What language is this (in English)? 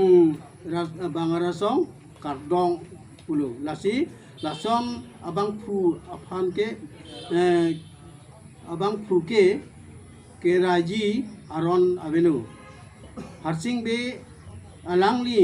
Karbi